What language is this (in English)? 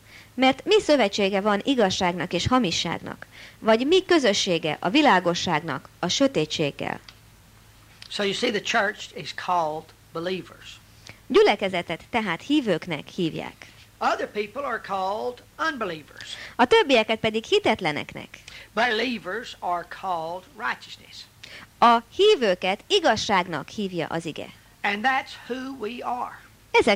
Hungarian